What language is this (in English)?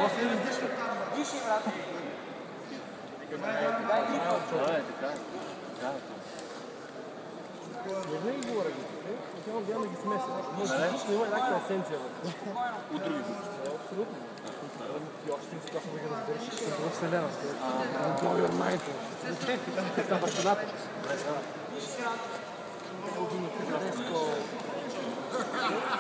Bulgarian